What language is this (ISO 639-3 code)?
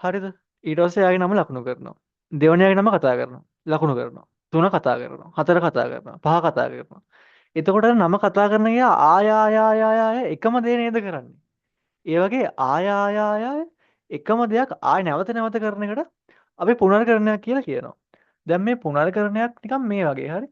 sin